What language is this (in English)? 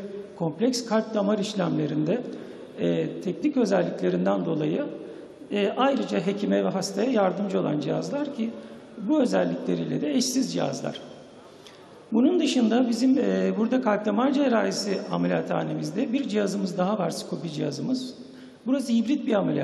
Turkish